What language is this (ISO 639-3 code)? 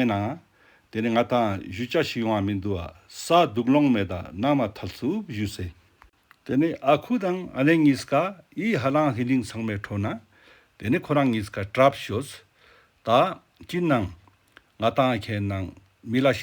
lbj